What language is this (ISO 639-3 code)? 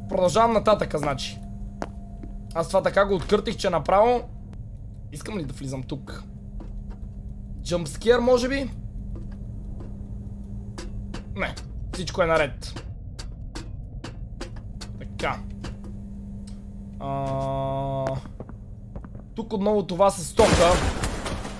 bul